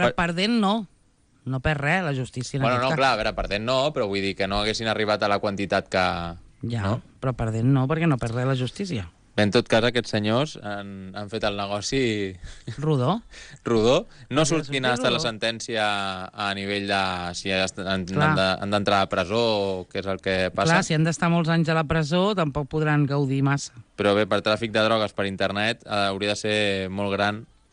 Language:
Catalan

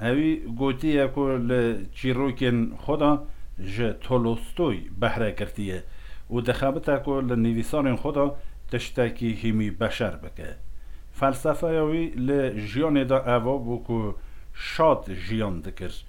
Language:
Kurdish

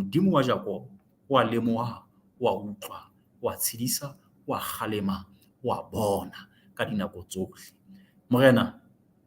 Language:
Southern Sotho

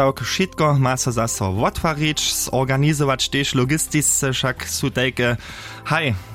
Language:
Upper Sorbian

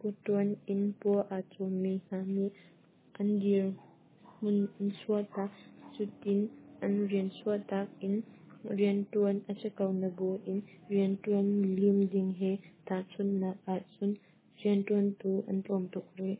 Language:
Hakha Chin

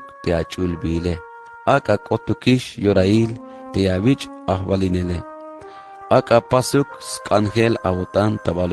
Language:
Tzeltal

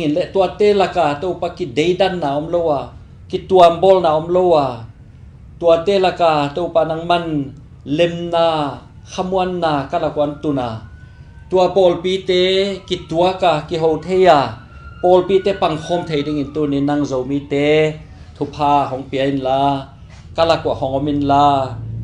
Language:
Tedim Chin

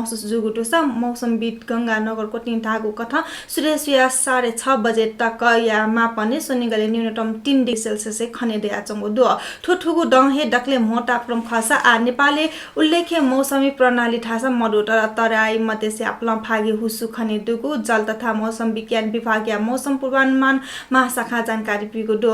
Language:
Newari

